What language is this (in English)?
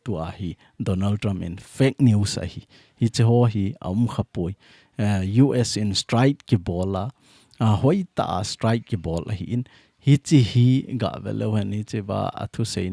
Thado Chin